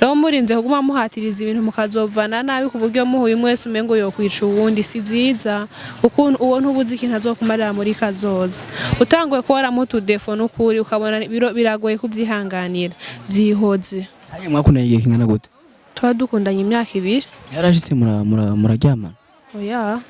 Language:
Rundi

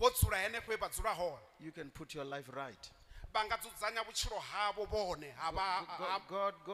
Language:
Venda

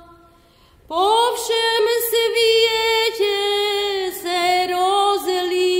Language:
Slovak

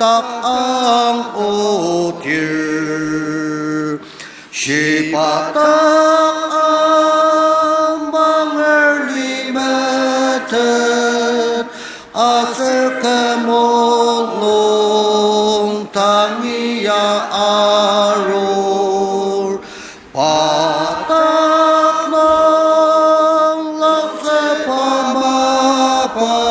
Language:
Ao Naga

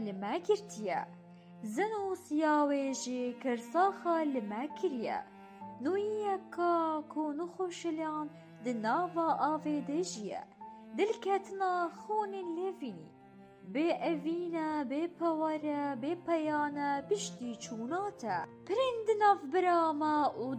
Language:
Kurdish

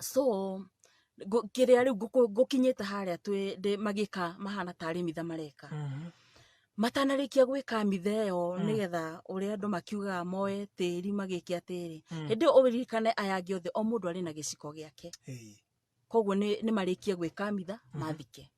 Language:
Kikuyu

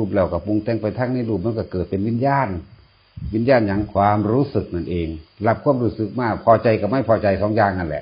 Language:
Northeastern Thai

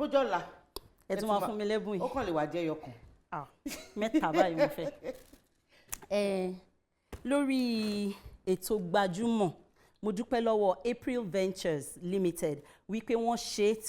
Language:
Yoruba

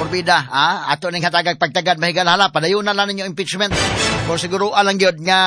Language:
Cebuano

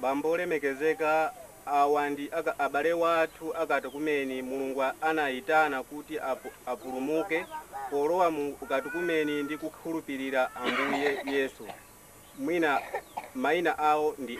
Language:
Nyanja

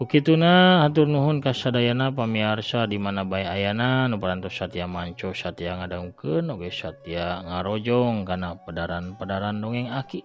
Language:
Sundanese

